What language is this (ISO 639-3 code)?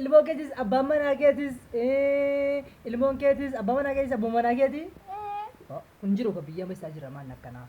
orm